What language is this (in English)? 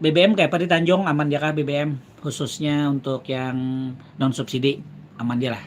Banjar